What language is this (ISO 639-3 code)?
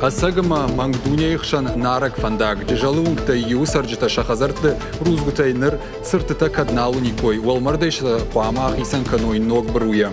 oss